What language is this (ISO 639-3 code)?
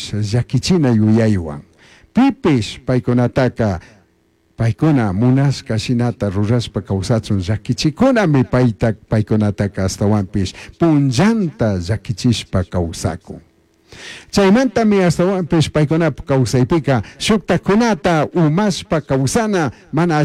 qug